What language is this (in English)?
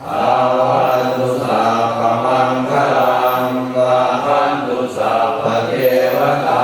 Pali